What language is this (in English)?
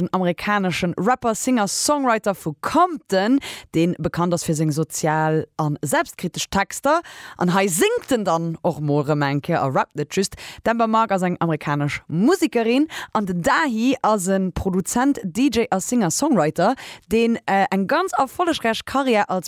Luxembourgish